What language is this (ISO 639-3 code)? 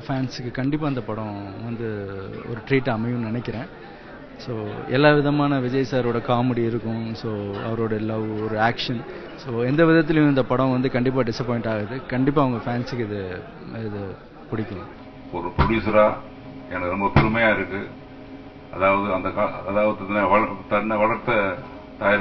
tam